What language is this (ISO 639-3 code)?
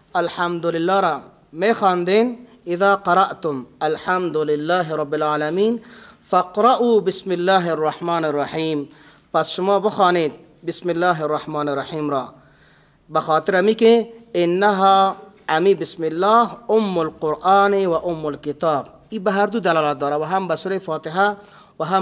fas